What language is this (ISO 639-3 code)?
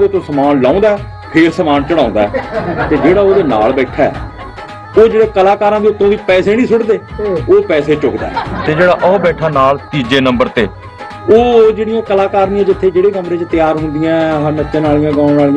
pan